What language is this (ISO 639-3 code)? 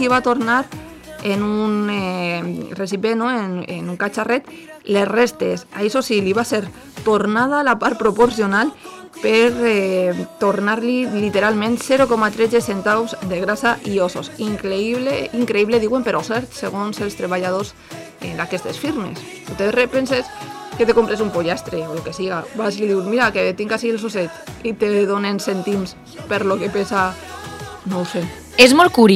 cat